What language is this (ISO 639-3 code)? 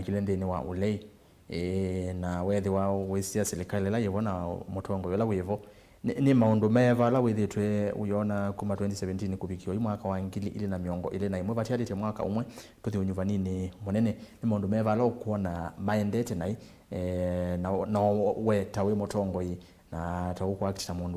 kam